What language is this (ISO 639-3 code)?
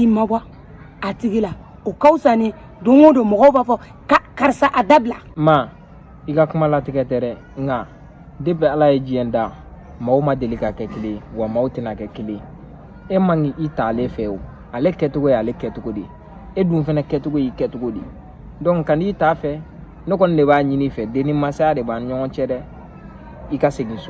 bam